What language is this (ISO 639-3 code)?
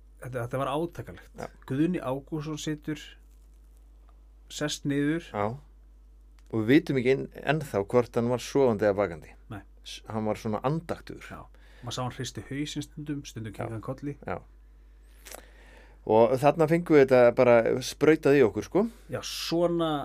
isl